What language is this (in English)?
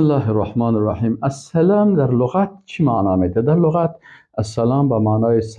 Persian